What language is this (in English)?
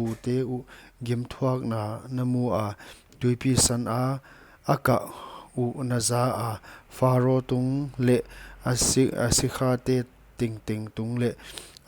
Paite Chin